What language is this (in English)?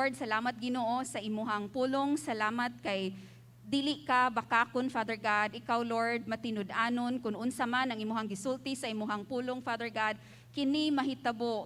Cebuano